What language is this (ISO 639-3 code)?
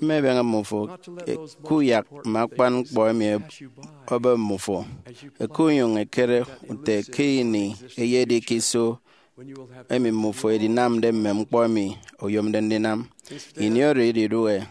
efi